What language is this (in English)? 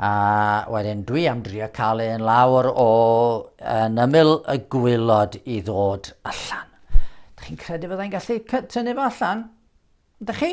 Welsh